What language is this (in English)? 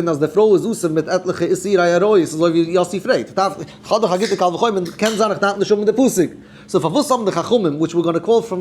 Yiddish